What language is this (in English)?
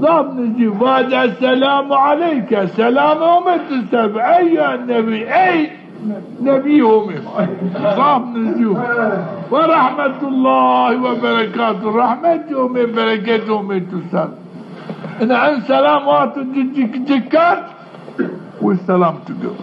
Zaza